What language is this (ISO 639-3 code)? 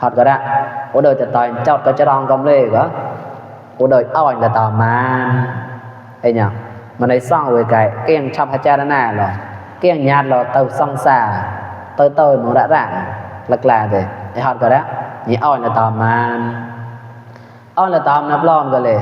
mnw